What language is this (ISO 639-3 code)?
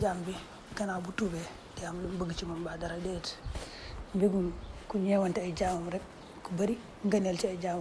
wol